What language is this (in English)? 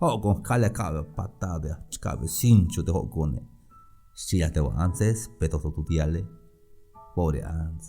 Tzeltal